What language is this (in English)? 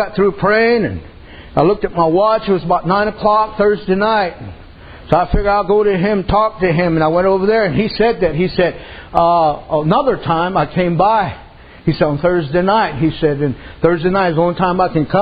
English